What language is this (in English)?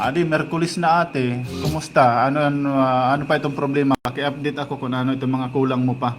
Waray